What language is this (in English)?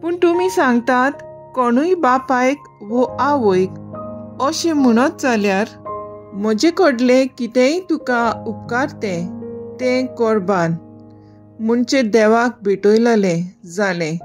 Konkani